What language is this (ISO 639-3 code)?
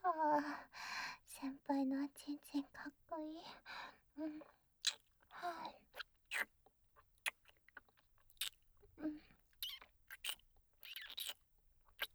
jpn